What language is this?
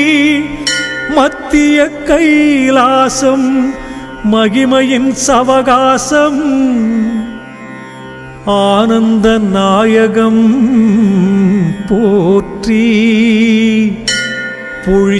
Tamil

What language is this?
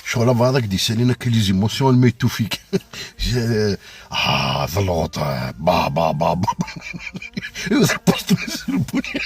Kabyle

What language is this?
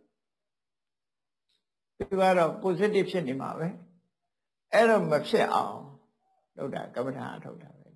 Burmese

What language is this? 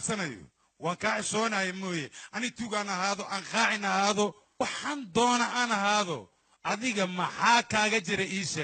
Somali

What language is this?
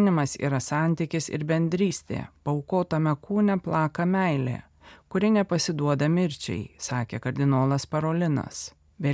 Lithuanian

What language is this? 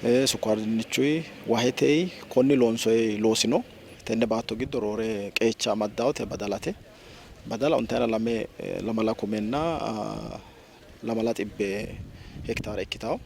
Sidamo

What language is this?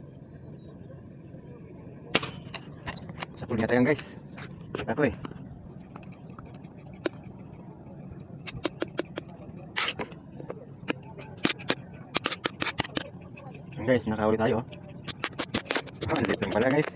Filipino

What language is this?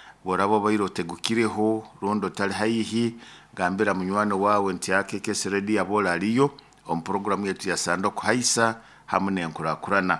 Nyoro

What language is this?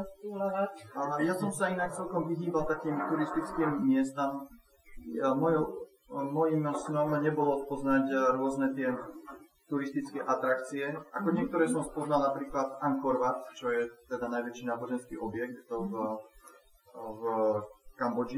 Slovak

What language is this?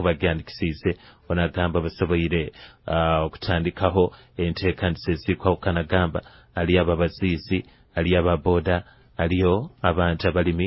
Nyoro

